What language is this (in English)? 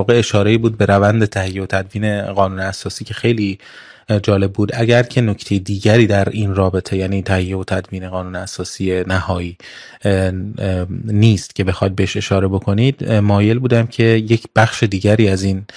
Persian